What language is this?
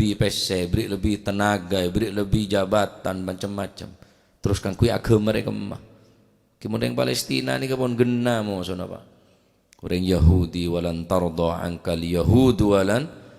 Madurese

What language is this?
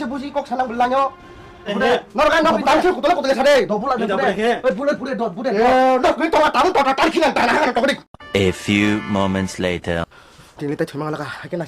Kok Borok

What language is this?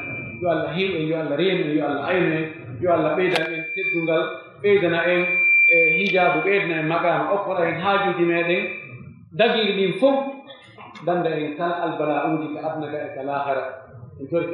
Pular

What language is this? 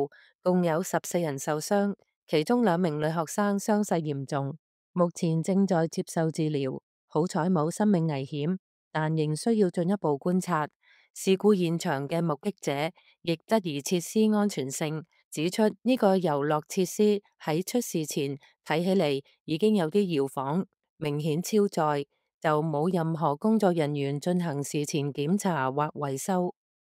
Cantonese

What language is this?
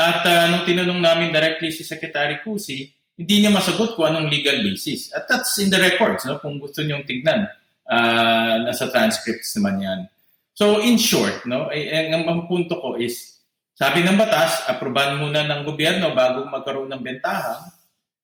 Filipino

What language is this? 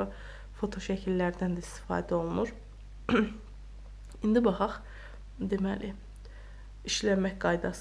Azerbaijani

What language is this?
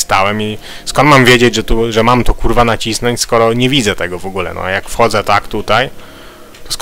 Polish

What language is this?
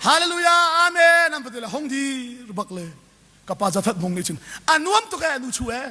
Hakha Chin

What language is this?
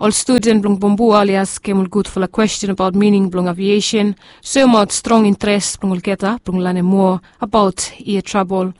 Bislama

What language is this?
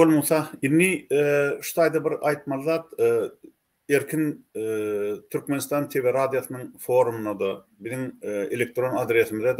Turkmen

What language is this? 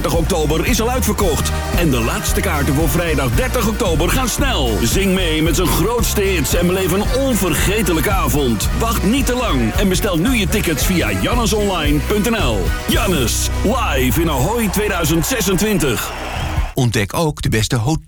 Dutch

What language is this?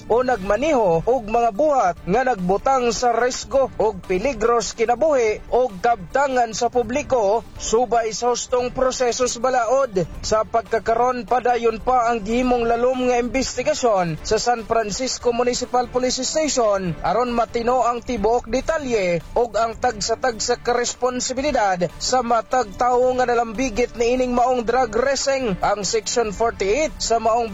Cebuano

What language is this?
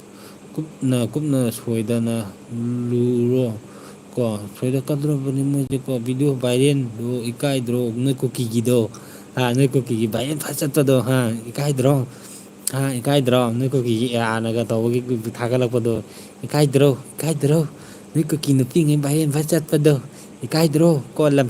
Manipuri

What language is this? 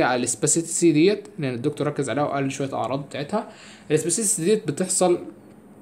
Egyptian Arabic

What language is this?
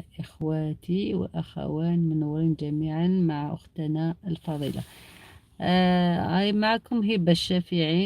Algerian Arabic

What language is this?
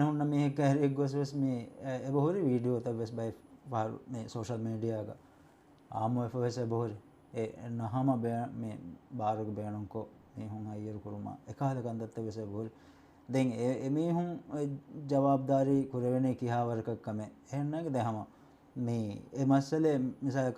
Divehi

